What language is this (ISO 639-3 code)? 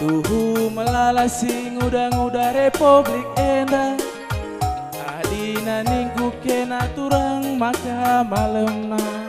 btx